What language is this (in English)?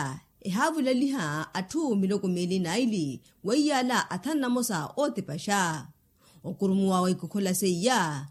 Makhuwa